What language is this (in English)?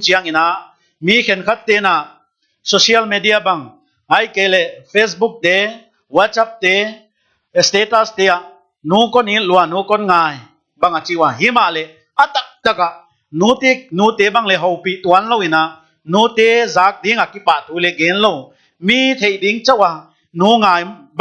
Paite Chin